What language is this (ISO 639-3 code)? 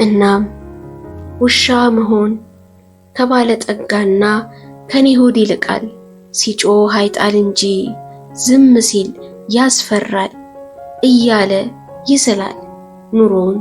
amh